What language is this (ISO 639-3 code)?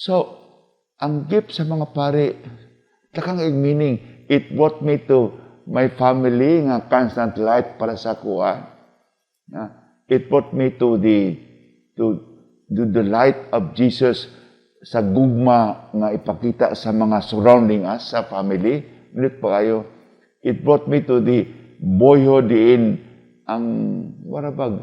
ceb